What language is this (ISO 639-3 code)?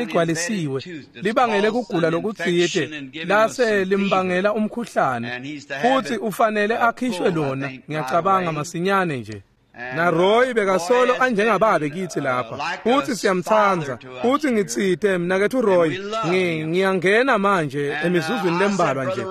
ssw